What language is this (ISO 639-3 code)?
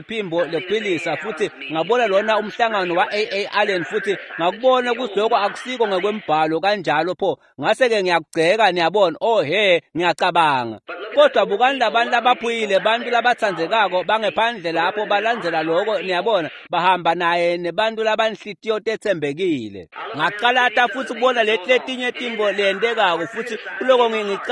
ssw